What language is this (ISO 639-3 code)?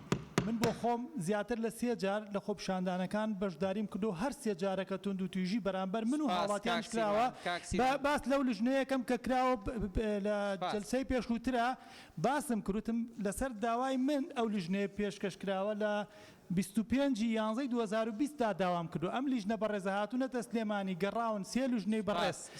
ckb